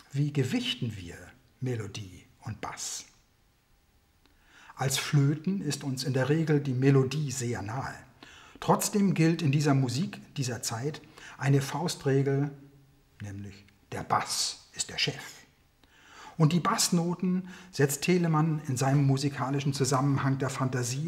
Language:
German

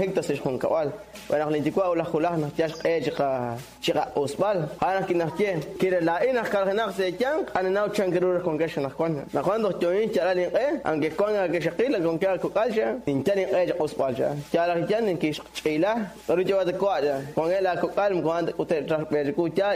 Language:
Kekchí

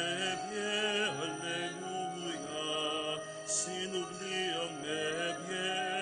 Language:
Pampanga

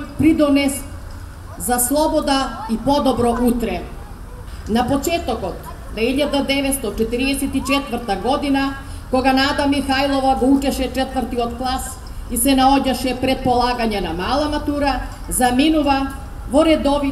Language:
Macedonian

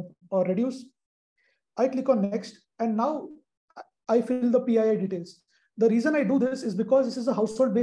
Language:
English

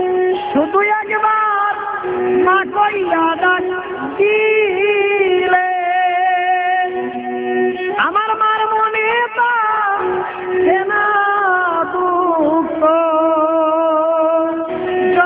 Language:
Bangla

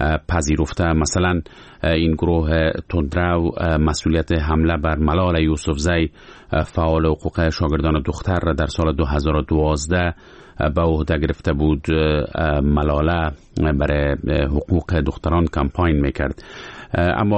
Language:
Persian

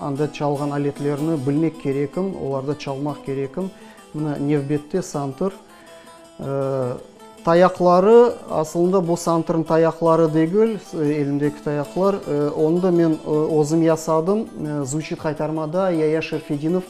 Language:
Crimean Tatar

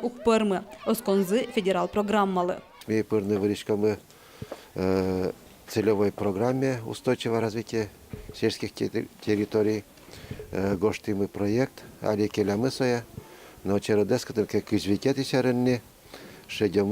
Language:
Udmurt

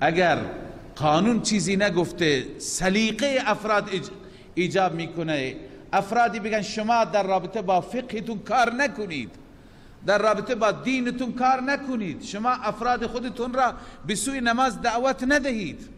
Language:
Persian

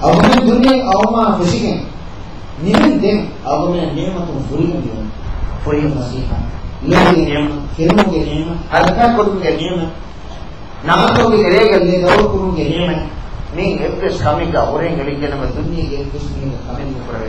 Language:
Divehi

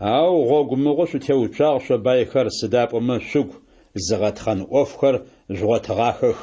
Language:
Adyghe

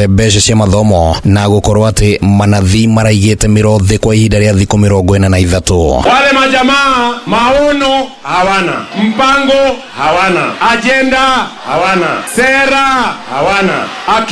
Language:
Kikuyu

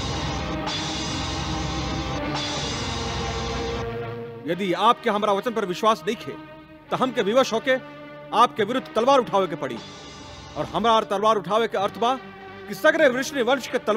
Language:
Bhojpuri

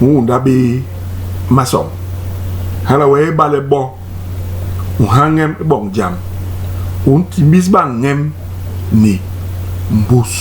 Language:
Basaa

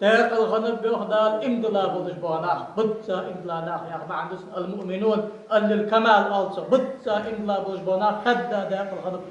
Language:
Ingush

